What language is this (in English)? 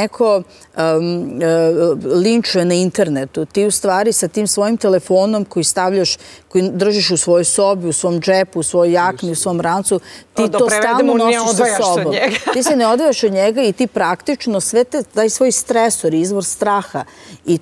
Serbian